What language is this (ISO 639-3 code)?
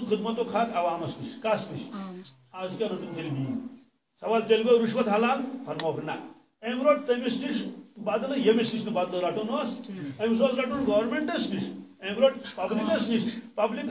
kas